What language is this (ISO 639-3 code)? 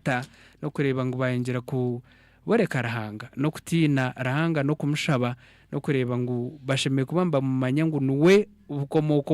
nyn